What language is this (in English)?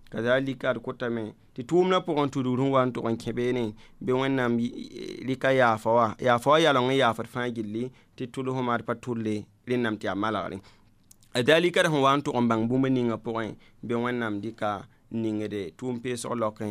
Mossi